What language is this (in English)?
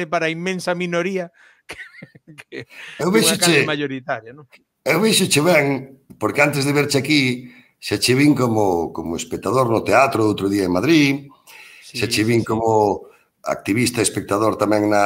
Galician